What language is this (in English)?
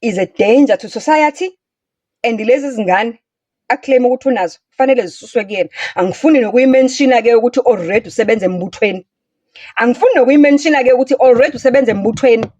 Zulu